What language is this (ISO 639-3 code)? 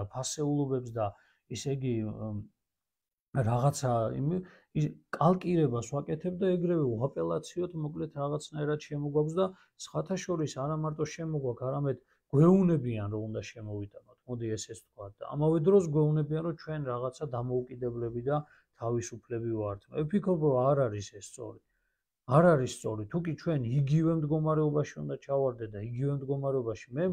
kat